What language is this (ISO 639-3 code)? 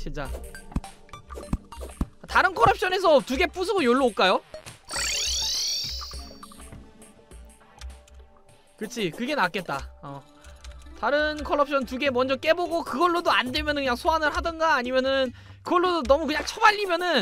kor